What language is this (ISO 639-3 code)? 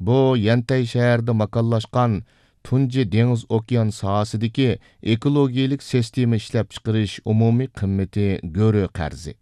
uig